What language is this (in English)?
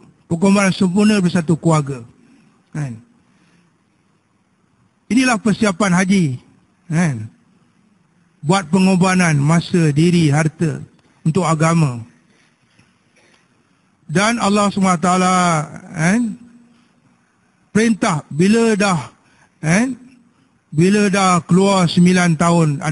Malay